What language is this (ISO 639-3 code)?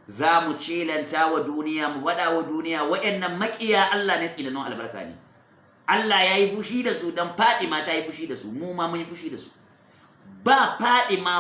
hau